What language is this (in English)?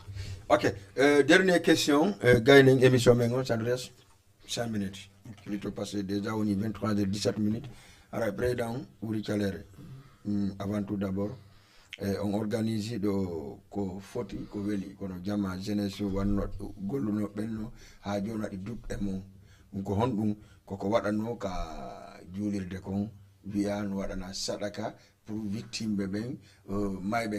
Fula